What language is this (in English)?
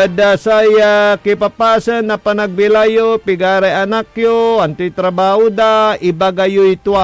Pangasinan